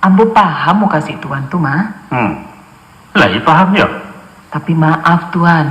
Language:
Minangkabau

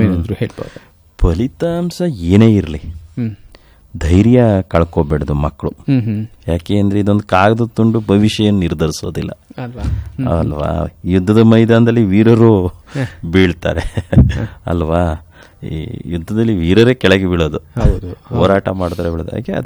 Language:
Kannada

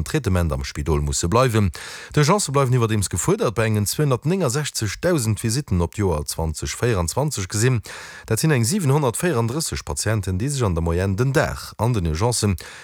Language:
Luxembourgish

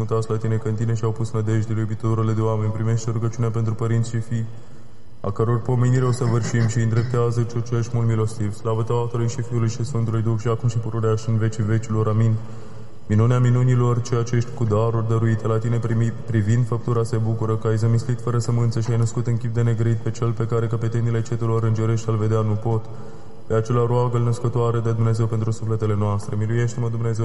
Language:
Romanian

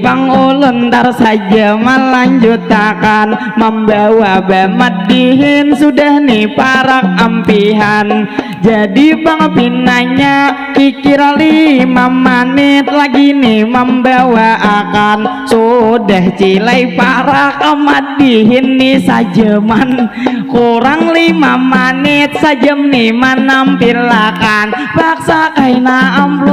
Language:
Banjar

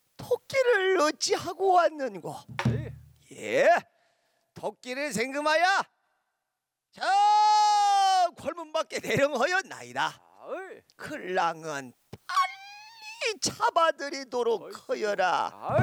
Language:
Korean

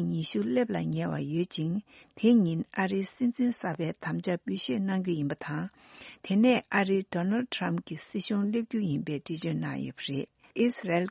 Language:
Tibetan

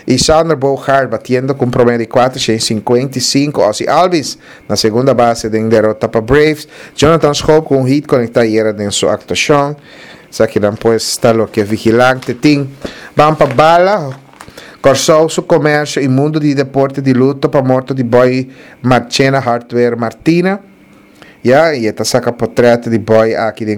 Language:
Papiamento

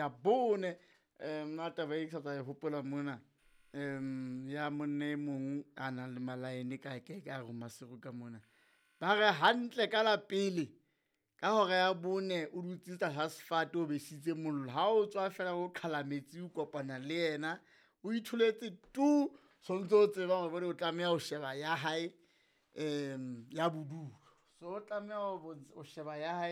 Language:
Southern Sotho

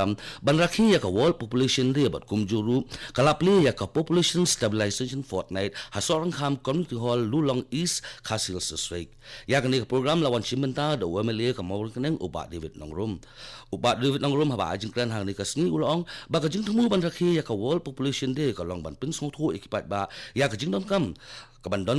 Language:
Khasi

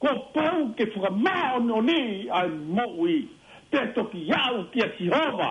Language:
Tongan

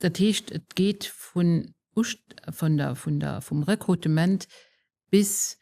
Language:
Luxembourgish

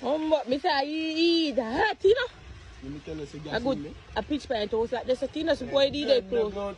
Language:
Jamaican Creole English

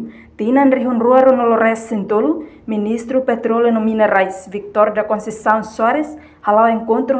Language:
Tetum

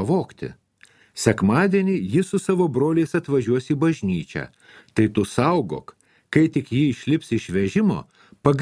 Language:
Lithuanian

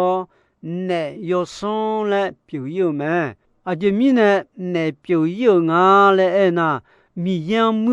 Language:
Akha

